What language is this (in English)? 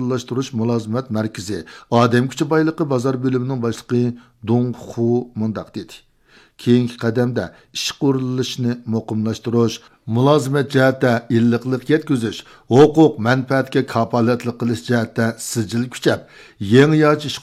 Uyghur